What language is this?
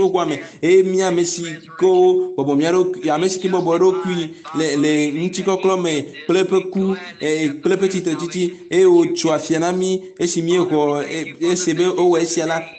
Ewe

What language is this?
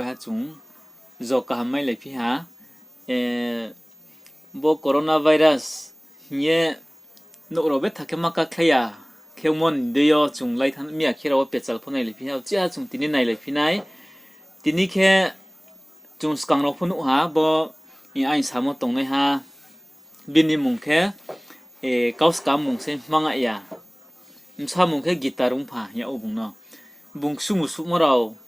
Riang (India)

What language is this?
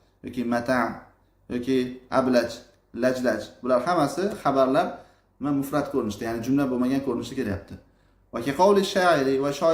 Uzbek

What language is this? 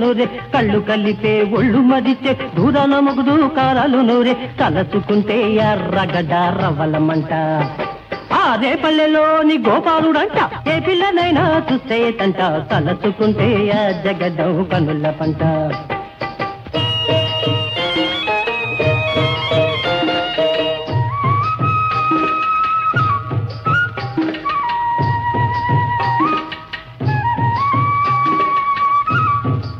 Telugu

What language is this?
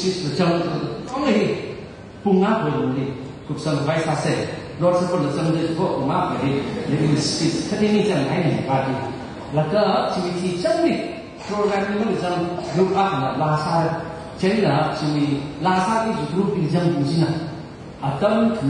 Tangkhul Naga (India)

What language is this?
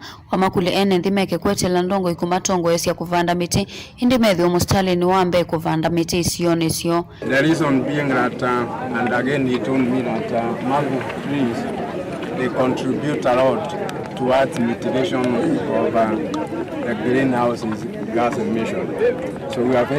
Kamba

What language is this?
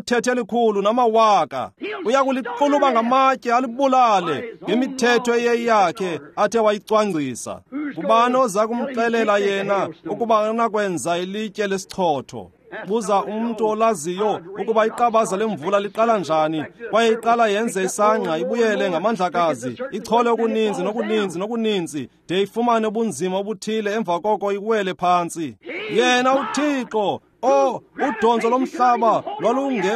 Xhosa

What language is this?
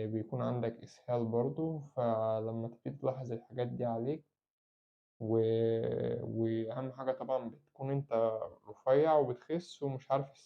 Egyptian Arabic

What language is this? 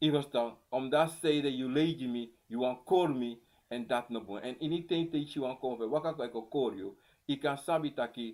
Sranan Tongo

